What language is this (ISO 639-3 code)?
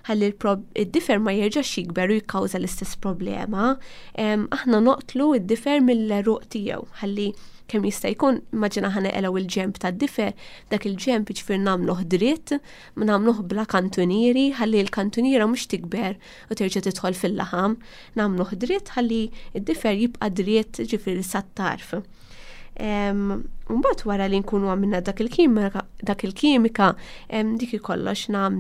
mlt